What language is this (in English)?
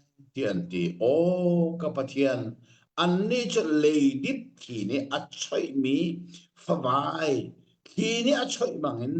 Hakha Chin